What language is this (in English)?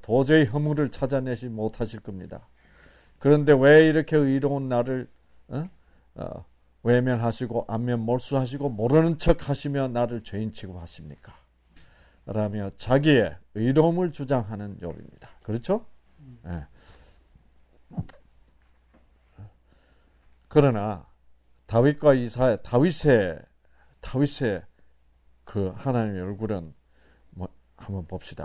Korean